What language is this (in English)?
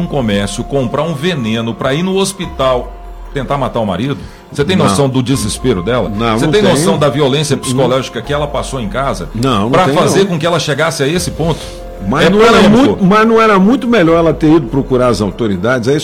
Portuguese